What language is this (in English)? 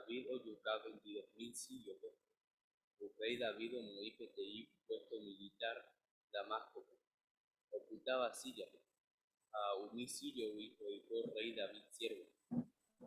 Guarani